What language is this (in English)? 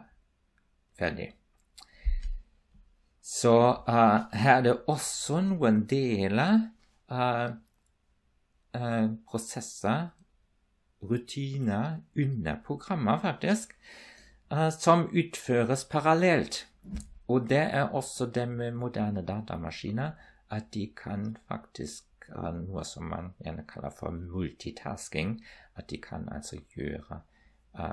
Norwegian